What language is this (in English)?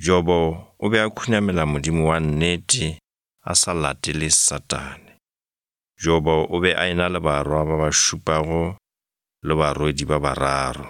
Northern Sotho